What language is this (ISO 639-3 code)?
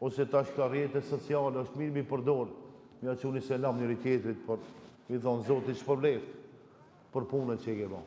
sqi